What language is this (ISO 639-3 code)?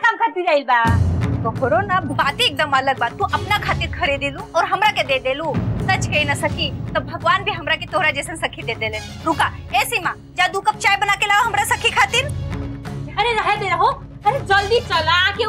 bho